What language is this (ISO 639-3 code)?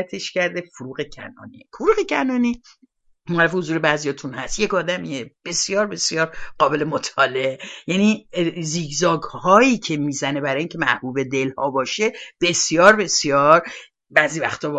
fas